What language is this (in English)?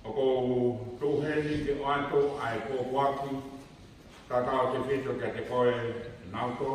Tongan